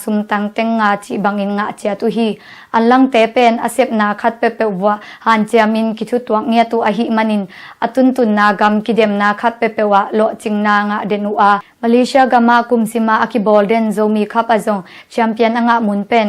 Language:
Tedim Chin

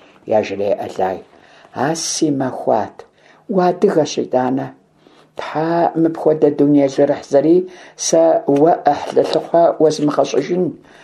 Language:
Kabardian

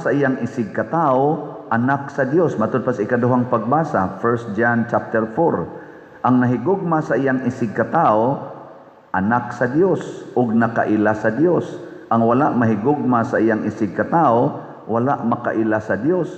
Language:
Cebuano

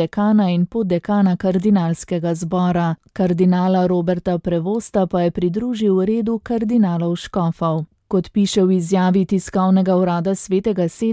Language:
Slovenian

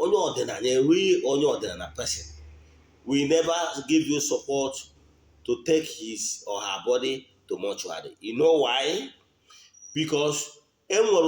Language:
Igbo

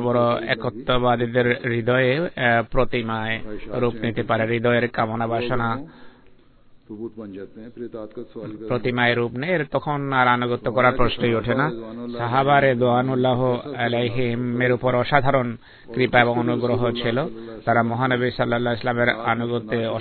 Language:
Bangla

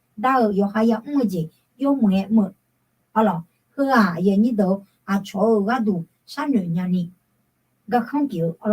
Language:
Akha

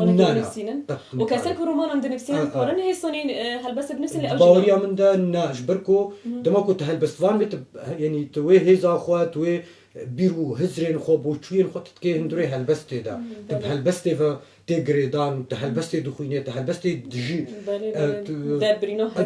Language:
Kurdish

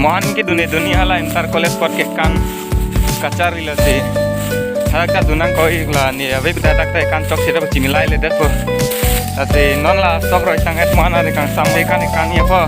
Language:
Karbi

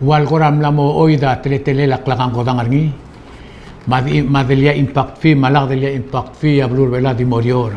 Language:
Palauan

